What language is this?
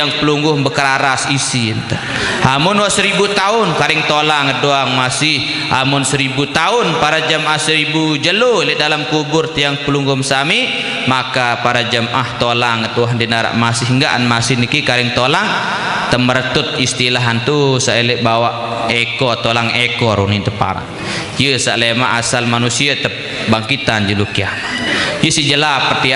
Sasak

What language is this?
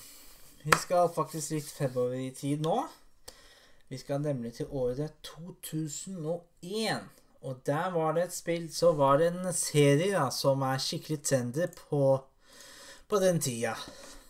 Norwegian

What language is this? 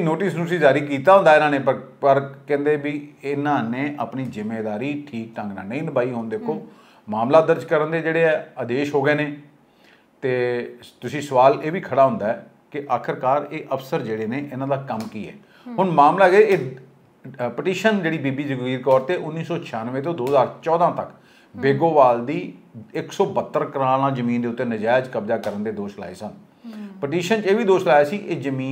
Punjabi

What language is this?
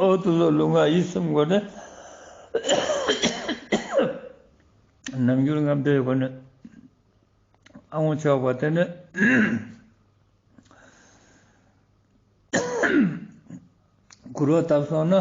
Ladakhi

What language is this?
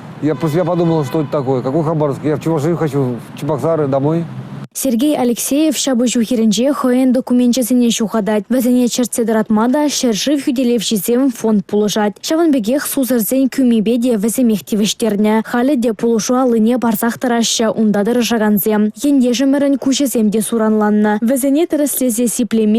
Chuvash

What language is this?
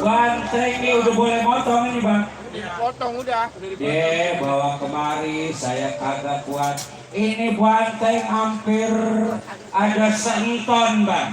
Betawi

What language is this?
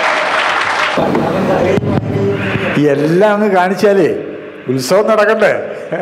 Malayalam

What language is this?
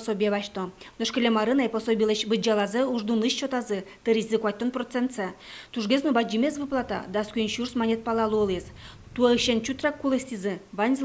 Udmurt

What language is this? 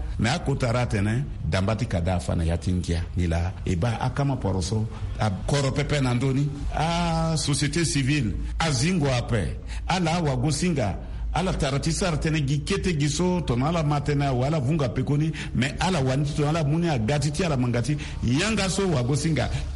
Sango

